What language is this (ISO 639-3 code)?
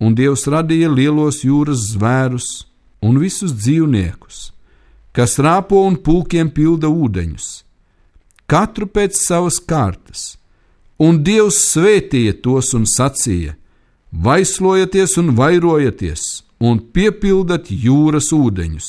lav